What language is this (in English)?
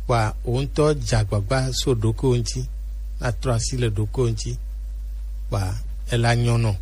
Gen